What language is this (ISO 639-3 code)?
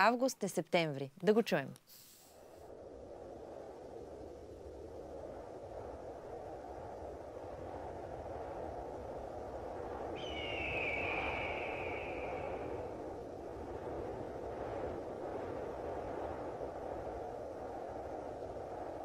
bul